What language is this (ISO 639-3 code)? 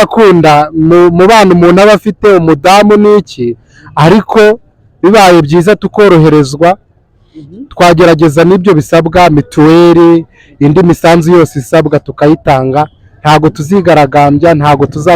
kin